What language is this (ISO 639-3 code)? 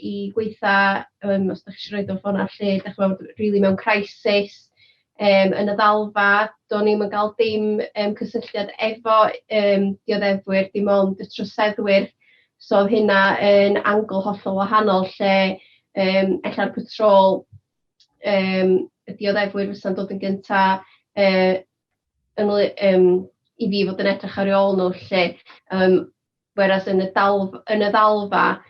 cym